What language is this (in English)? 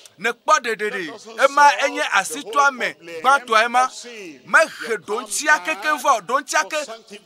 Ewe